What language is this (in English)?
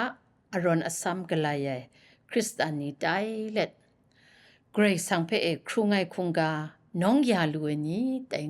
Kachin